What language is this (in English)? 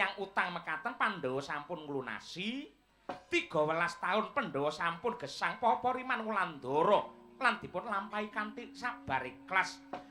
Javanese